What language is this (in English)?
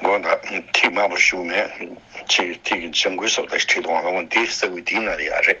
Tibetan